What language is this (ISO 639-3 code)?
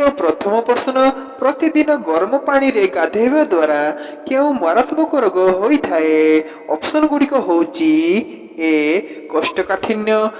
ori